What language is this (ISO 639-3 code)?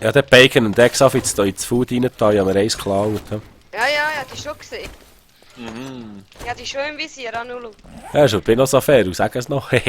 gsw